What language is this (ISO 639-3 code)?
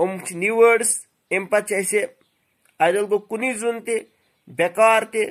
kas